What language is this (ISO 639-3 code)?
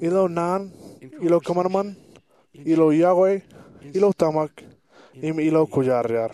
mah